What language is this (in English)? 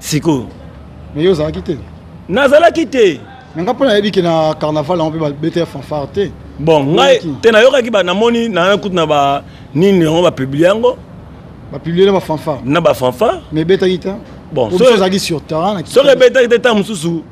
Lingala